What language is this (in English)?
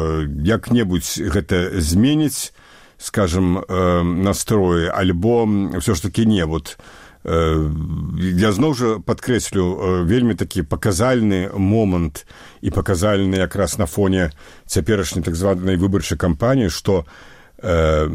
Belarusian